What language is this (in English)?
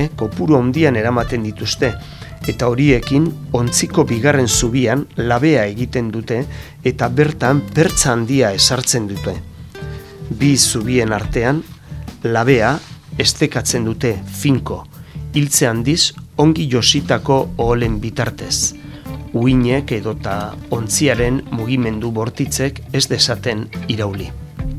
Basque